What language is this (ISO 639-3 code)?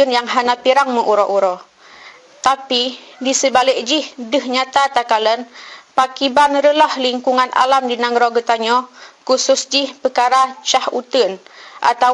ace